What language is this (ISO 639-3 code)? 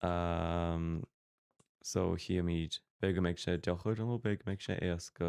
gle